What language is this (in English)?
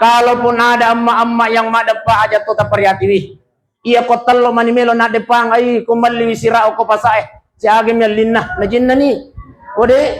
Buginese